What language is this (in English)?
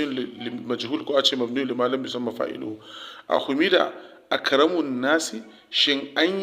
Hausa